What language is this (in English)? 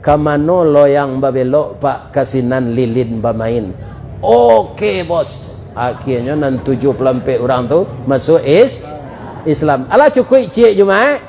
Minangkabau